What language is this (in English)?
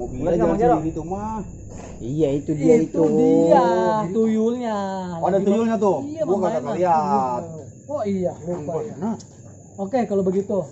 Betawi